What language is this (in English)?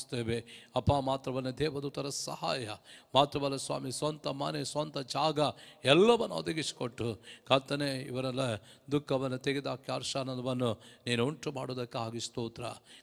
Kannada